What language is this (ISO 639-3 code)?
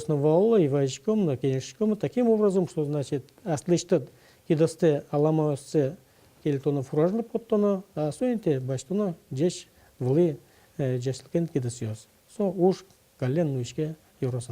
udm